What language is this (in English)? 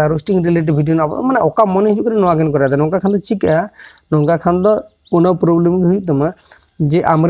Santali